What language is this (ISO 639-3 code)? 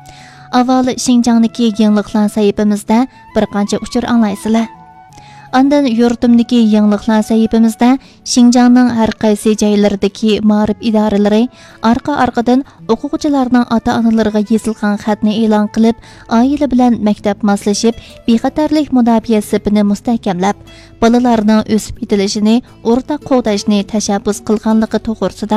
uig